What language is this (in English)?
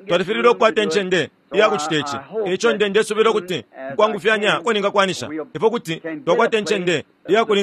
Bemba